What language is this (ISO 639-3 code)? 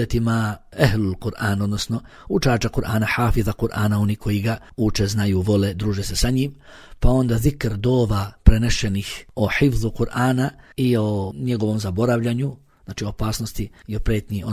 bos